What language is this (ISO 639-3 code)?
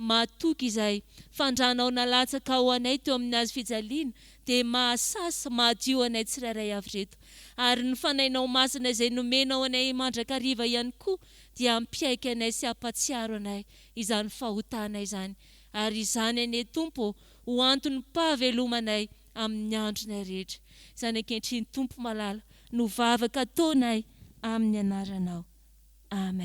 mlg